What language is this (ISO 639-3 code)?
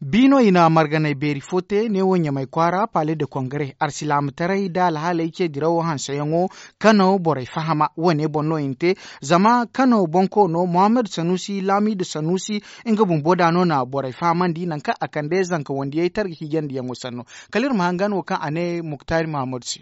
dje